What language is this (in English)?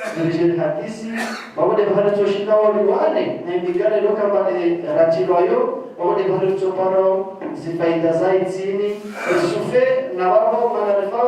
Ngazidja Comorian